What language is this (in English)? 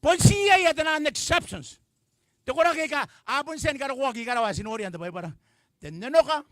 Gilbertese